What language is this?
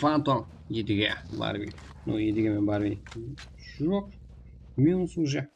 Kara-Kalpak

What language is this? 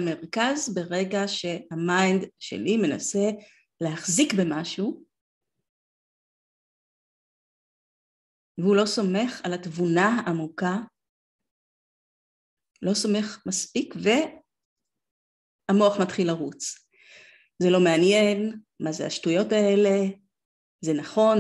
Hebrew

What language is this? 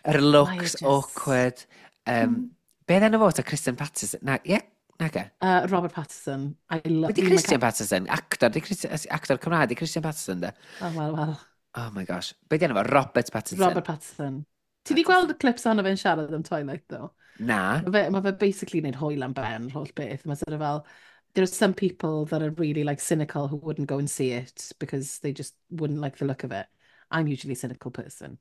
Welsh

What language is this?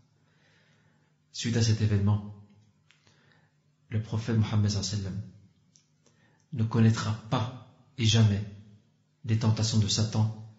French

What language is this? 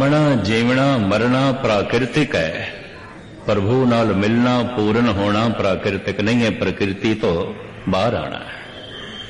Punjabi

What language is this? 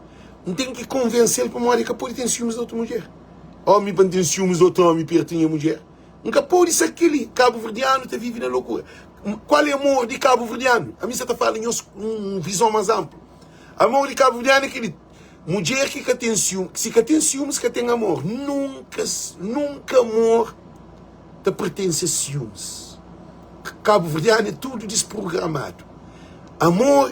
Kabuverdianu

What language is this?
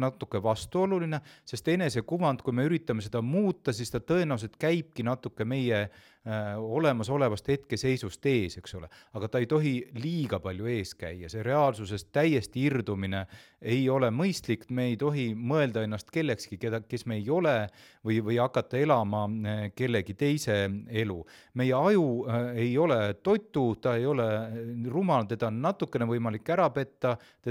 Estonian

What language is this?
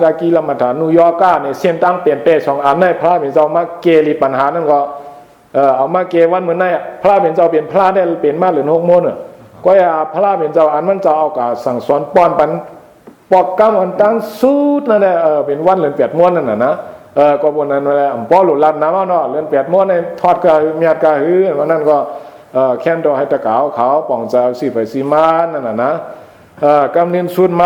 Shan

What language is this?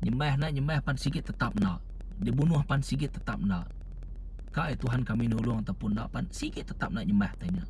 Iban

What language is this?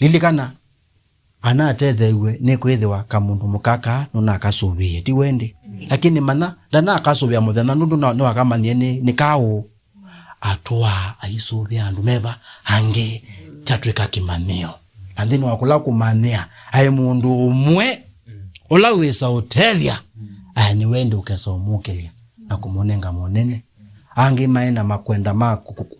Kamba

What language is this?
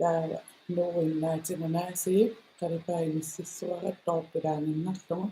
Kalaallisut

